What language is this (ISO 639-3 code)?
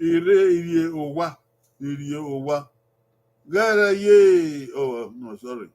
bin